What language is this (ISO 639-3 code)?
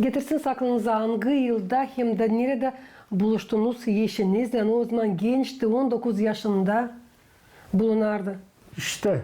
gag